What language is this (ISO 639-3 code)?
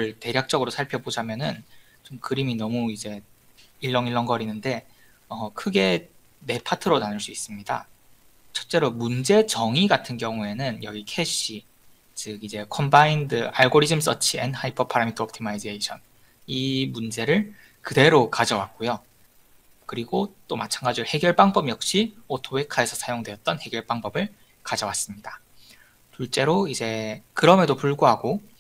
kor